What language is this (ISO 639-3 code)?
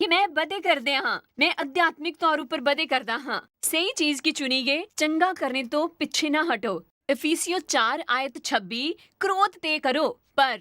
doi